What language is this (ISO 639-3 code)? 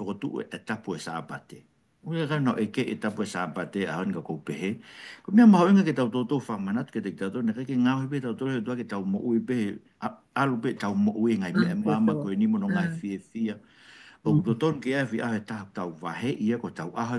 ton